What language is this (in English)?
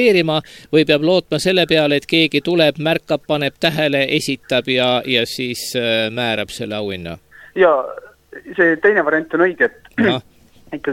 Estonian